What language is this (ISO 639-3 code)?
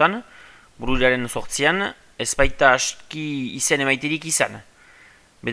eus